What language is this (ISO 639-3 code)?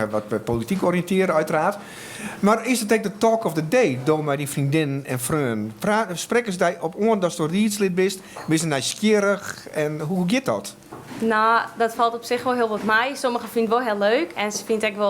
fry